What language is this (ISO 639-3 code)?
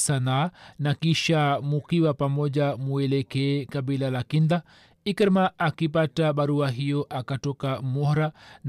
swa